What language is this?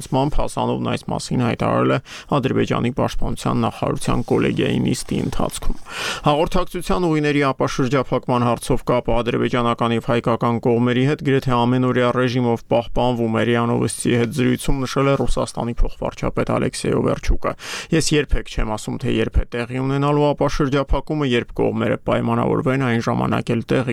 Armenian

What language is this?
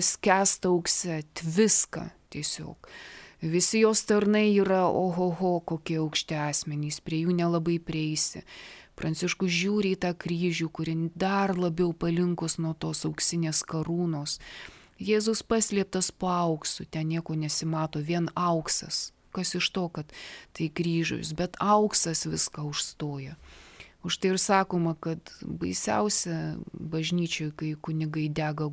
Lithuanian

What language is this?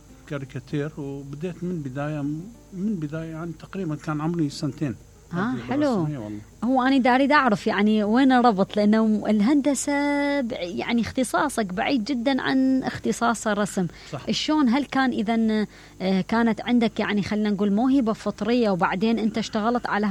Mesopotamian Arabic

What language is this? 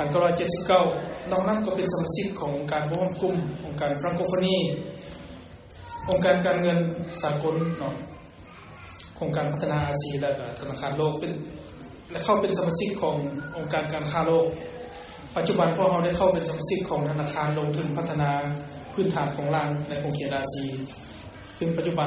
Thai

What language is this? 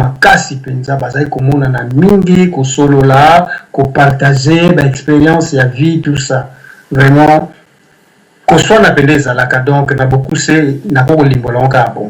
Lingala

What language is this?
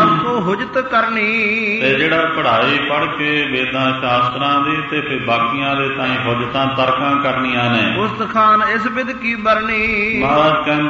Punjabi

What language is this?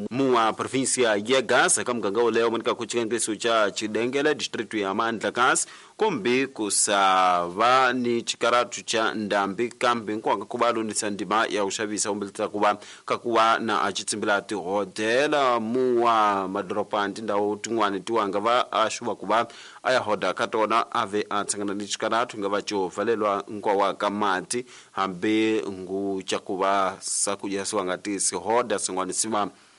Tsonga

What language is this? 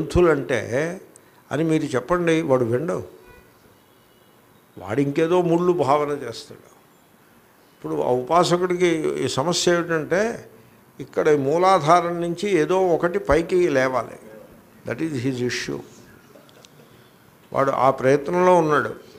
Telugu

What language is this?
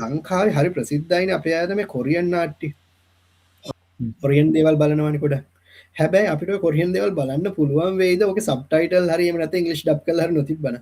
Sinhala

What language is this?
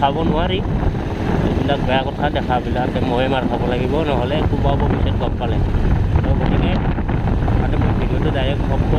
Assamese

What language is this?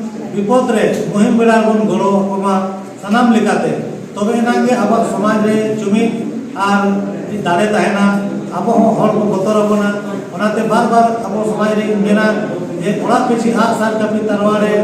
Santali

